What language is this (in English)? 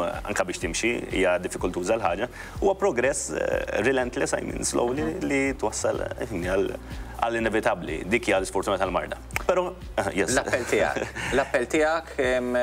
Maltese